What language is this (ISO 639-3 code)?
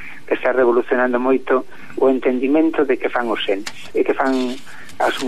glg